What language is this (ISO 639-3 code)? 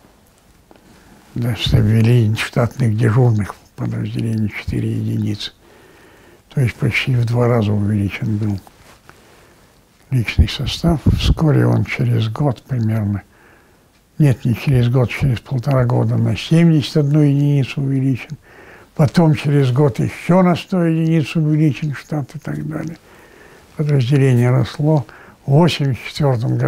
rus